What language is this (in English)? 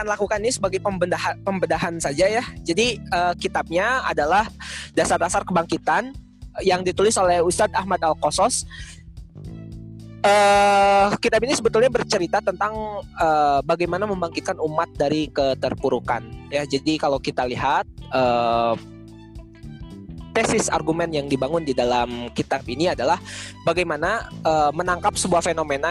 Indonesian